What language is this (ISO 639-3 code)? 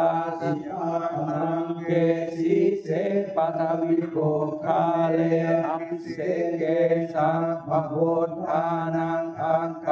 pli